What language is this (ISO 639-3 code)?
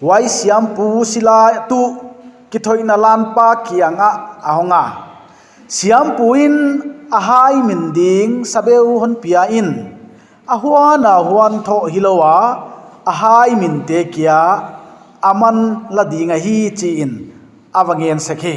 pck